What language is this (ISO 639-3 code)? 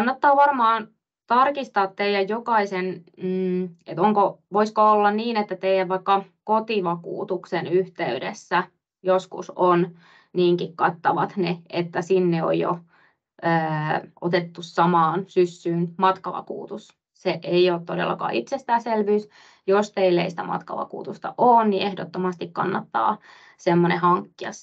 fin